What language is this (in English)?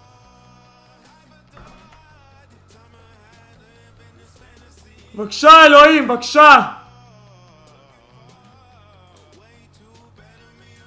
Hebrew